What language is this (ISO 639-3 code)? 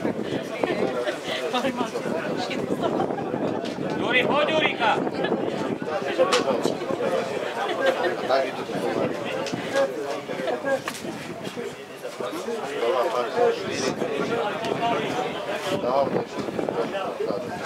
slk